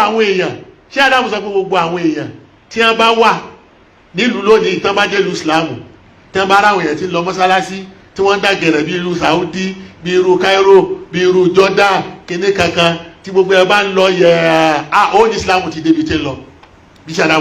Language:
Yoruba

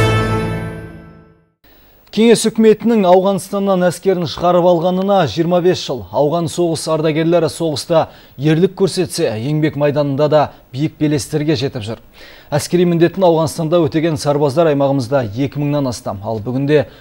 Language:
Kazakh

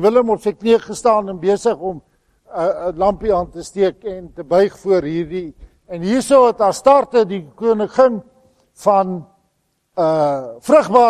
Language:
Afrikaans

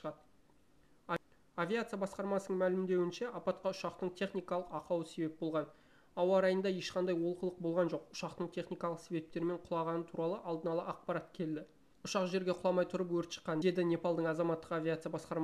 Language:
Kazakh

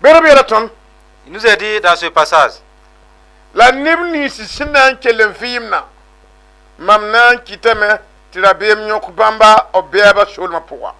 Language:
Mossi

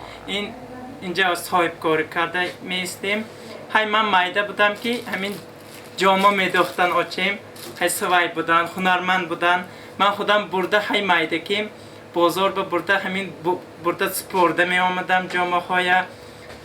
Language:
Tajik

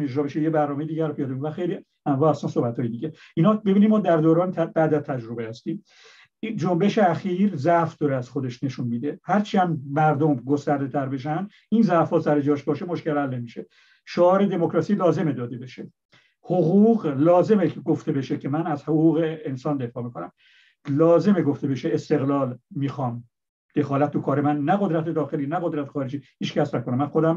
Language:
Persian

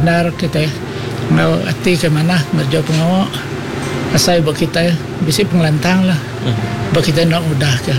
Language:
Iban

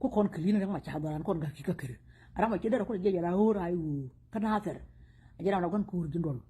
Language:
Nuer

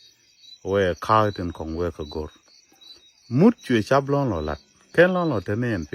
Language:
Nuer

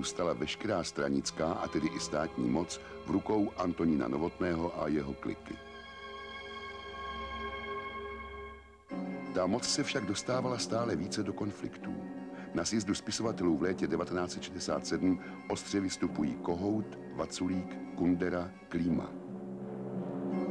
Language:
Czech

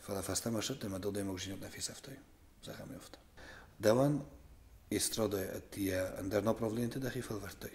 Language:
Ossetic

